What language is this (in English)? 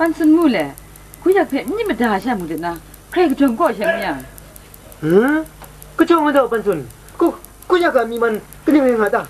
Kachin